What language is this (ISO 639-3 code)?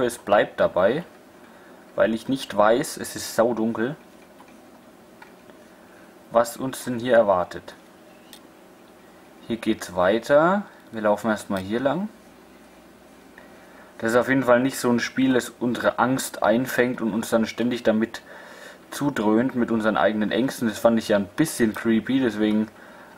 deu